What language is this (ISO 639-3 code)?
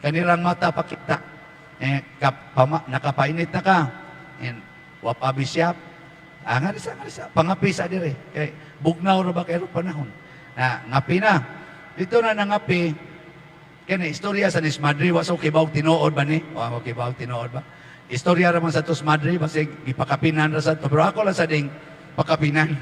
ceb